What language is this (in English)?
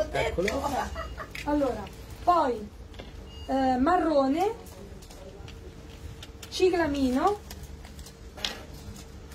Italian